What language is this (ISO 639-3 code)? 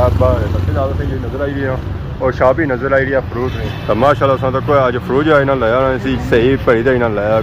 phr